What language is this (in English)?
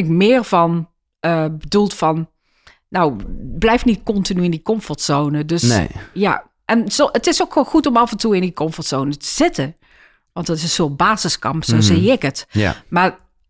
Dutch